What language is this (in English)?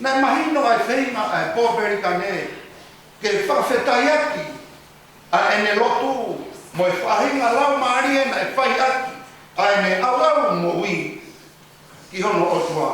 Tongan